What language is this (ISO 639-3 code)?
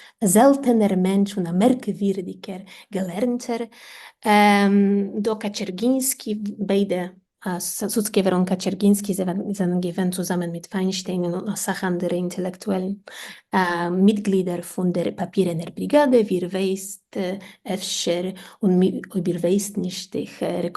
yid